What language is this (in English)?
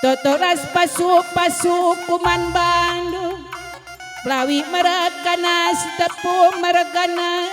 Batak Karo